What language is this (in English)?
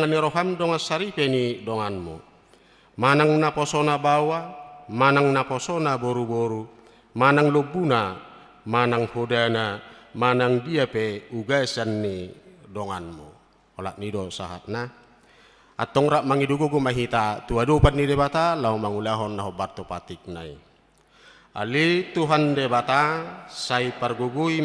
Batak Toba